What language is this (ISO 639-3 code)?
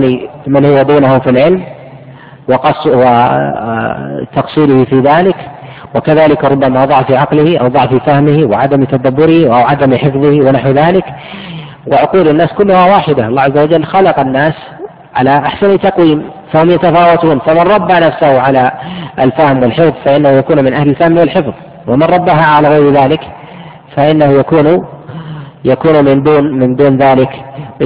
ara